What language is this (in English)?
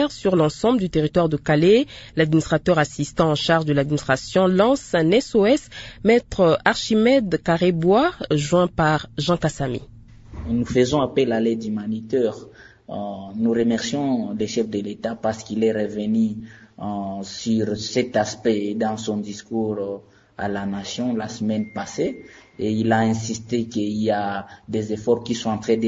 French